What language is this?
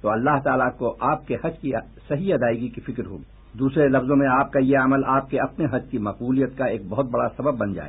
Urdu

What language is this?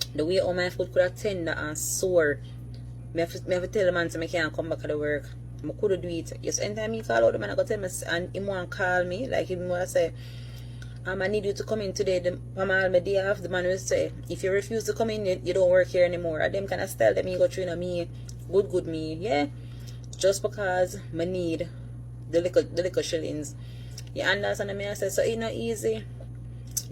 Jamaican Creole English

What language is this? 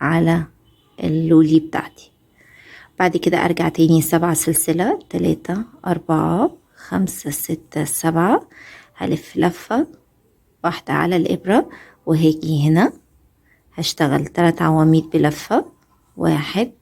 Egyptian Arabic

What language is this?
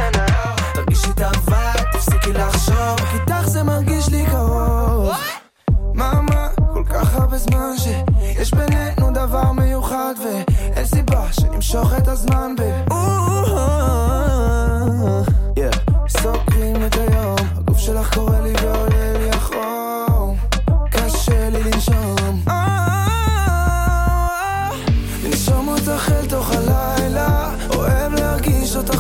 Hebrew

